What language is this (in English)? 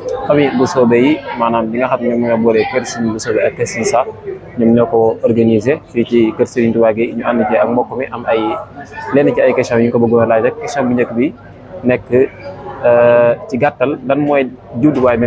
Wolof